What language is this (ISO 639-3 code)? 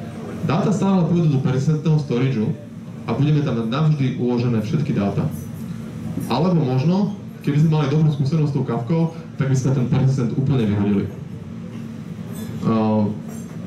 slk